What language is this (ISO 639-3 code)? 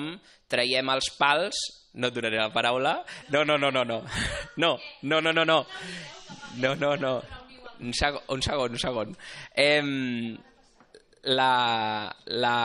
cat